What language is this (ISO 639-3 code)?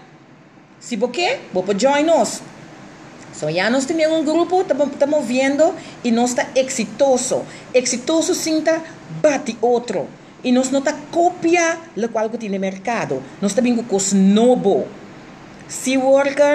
pap